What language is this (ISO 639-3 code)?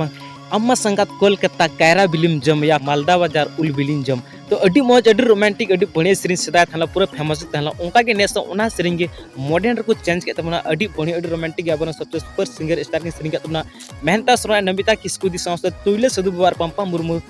sat